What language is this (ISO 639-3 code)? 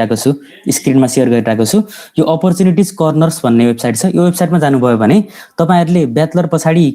nep